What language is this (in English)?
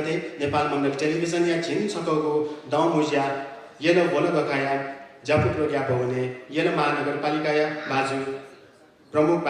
Newari